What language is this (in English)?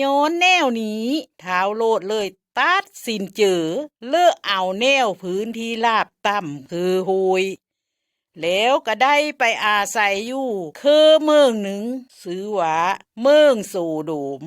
Lao